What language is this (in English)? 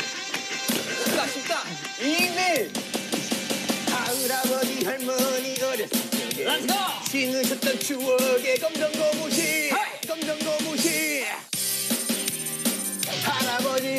Korean